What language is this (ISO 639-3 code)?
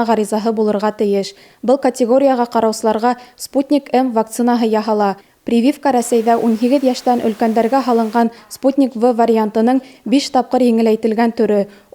bak